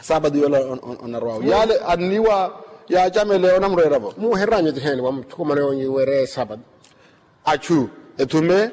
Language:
Makhuwa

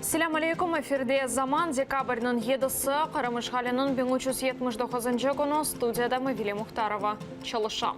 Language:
Crimean Tatar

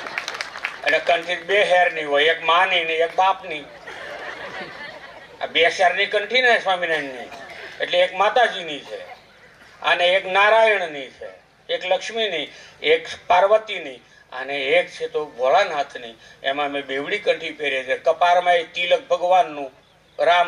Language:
Gujarati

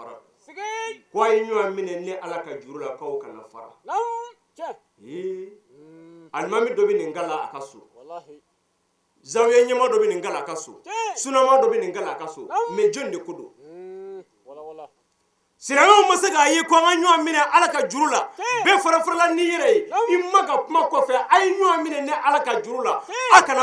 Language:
Bambara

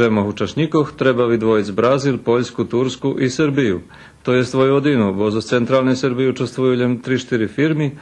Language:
Rusyn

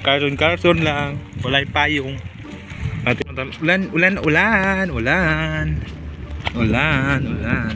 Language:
Cebuano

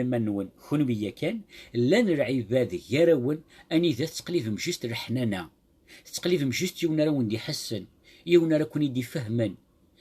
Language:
Kabyle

